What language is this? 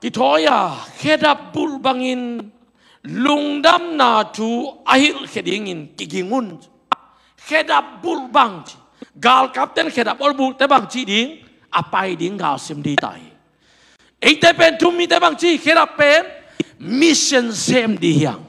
Tedim Chin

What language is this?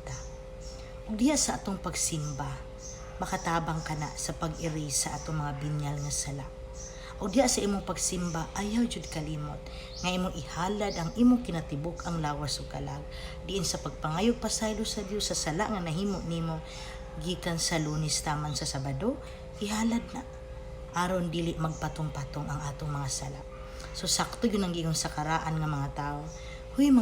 Cebuano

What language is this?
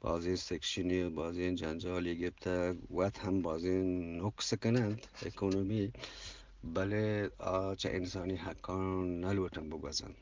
Eastern Balochi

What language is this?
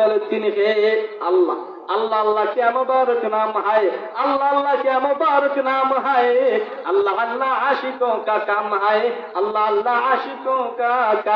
Sylheti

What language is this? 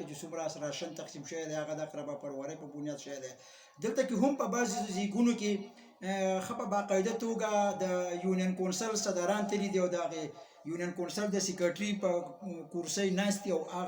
Pashto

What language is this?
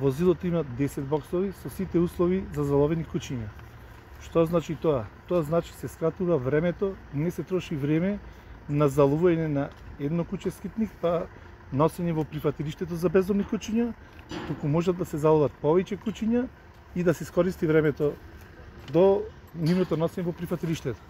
Macedonian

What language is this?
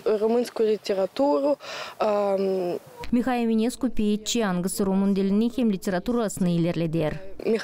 Gagauz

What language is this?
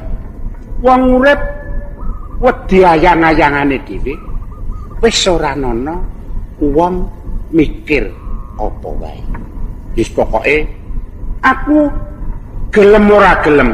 Javanese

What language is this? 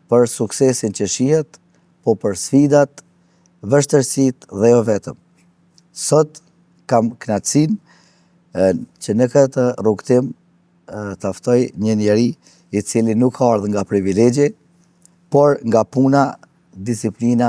Albanian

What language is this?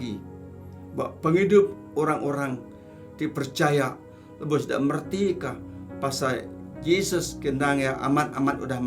Iban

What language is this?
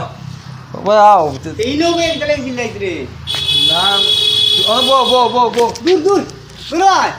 Sylheti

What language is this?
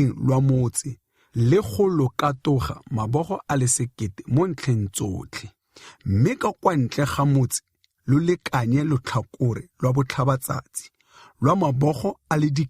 Tswana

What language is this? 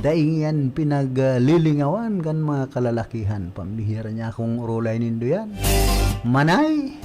Bikol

